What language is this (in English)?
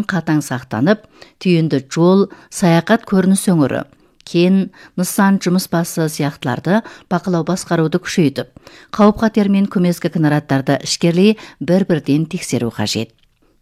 Kazakh